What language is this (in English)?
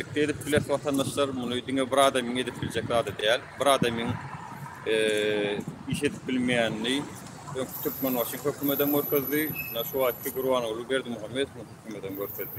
Turkmen